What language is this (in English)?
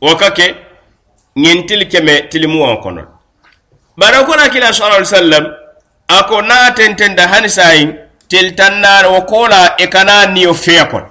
Mandingo